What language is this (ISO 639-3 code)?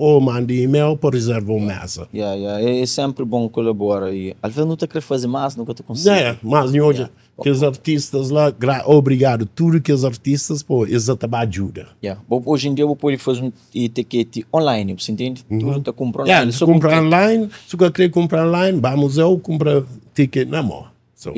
kea